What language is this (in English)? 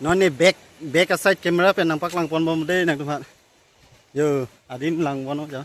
Karbi